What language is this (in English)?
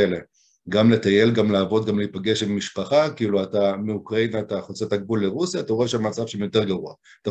Hebrew